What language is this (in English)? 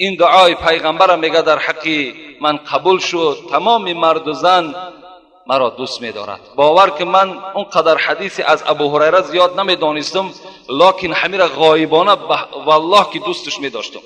Tajik